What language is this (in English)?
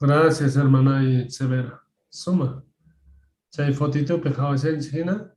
Quechua